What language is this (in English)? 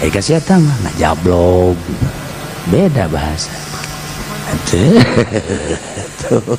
Sundanese